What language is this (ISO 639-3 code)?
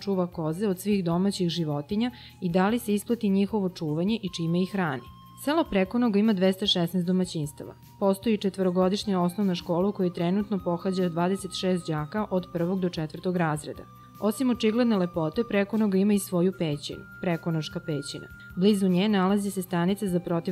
srp